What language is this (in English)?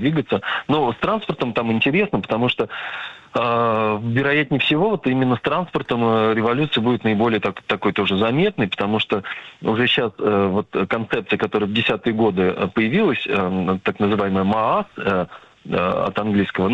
Russian